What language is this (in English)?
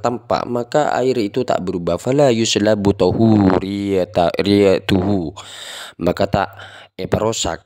Madurese